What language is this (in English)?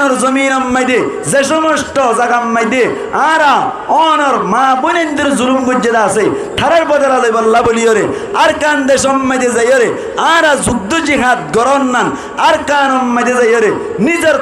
Rohingya